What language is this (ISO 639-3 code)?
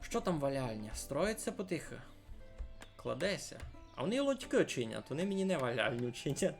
rue